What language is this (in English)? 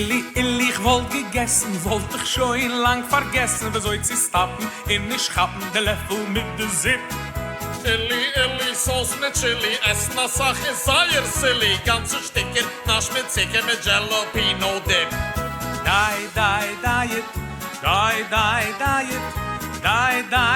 Yiddish